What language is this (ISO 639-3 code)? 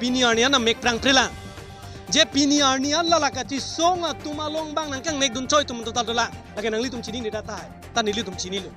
mjw